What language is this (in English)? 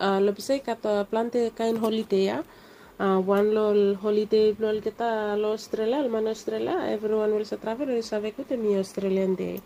Bislama